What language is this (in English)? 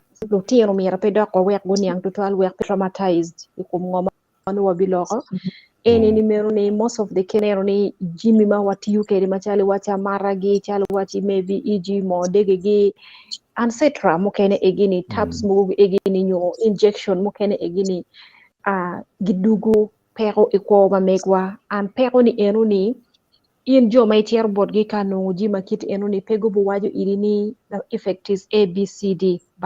Acoli